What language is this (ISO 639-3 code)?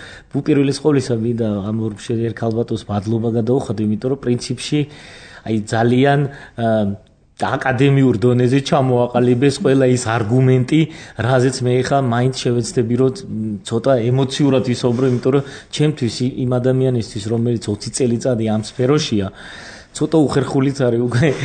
kat